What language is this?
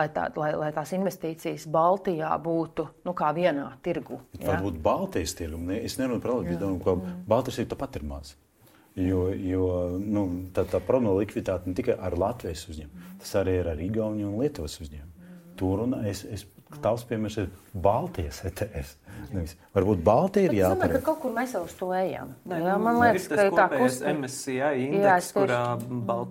Latvian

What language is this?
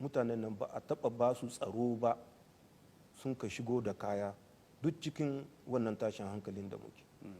Hausa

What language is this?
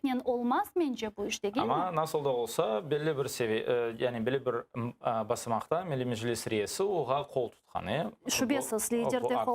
Crimean Tatar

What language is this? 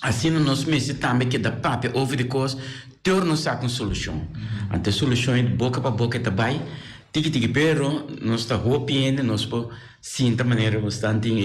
Papiamento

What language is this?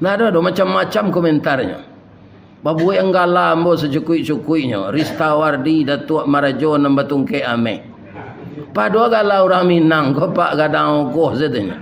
Minangkabau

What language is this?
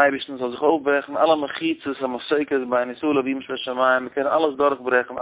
Yiddish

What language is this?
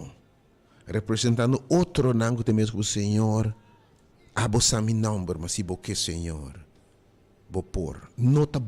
Papiamento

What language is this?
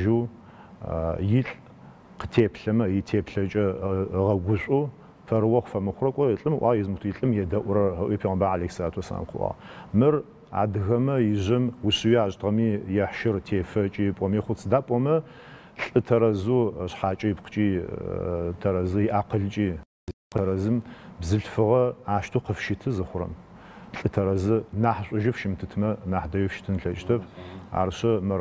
Adyghe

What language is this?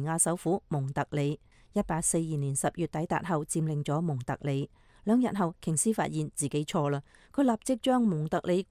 Cantonese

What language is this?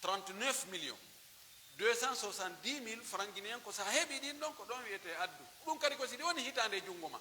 Pular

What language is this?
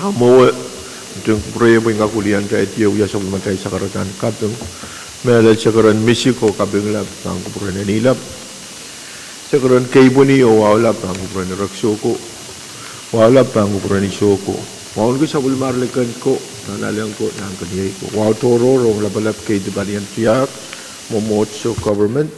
Pohnpeian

